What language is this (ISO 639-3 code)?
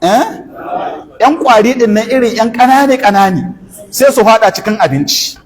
hau